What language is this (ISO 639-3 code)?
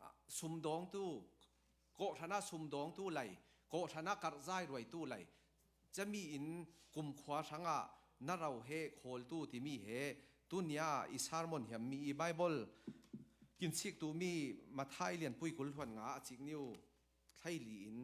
cfm